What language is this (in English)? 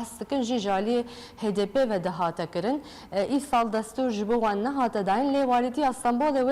Kurdish